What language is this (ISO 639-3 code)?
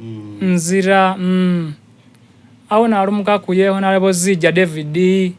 xog